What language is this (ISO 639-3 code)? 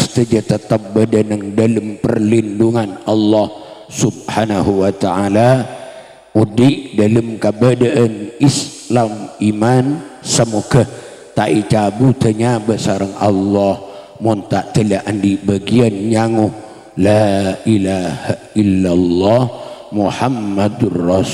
mad